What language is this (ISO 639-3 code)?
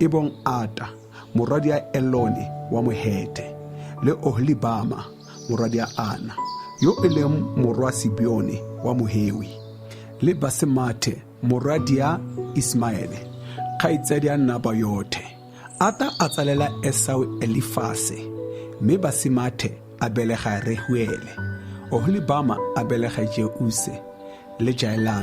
tsn